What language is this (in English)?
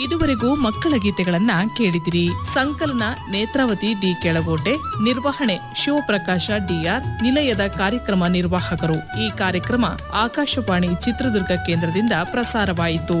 Kannada